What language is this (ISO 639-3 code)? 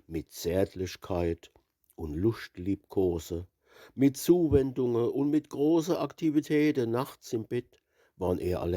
pfl